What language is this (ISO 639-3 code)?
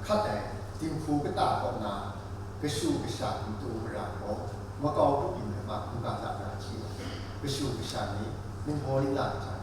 kac